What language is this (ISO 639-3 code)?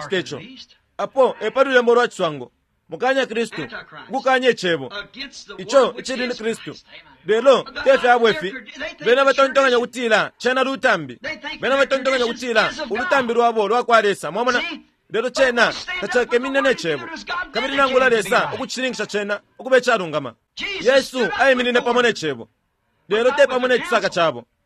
bem